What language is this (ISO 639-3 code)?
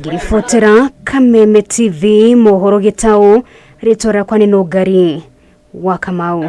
kik